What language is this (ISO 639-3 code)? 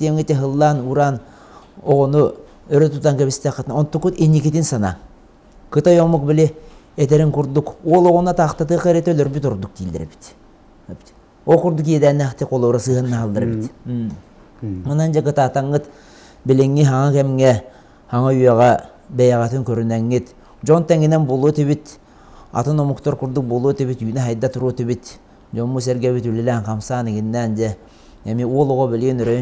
sah